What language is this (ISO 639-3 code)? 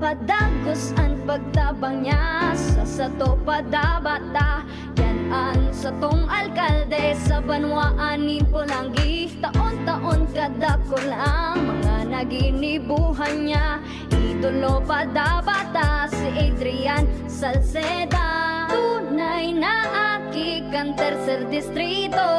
bik